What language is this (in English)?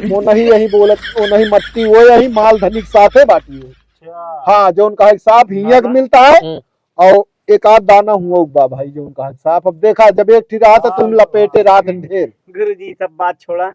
Awadhi